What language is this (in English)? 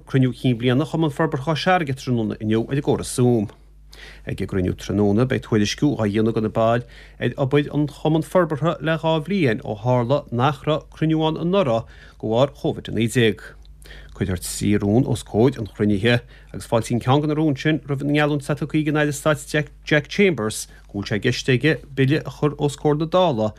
Irish